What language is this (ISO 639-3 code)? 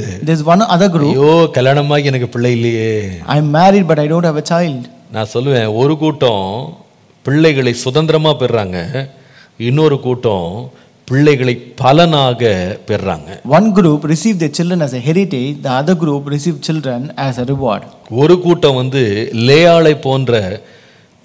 tam